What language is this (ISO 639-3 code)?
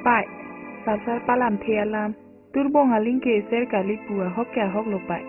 mjw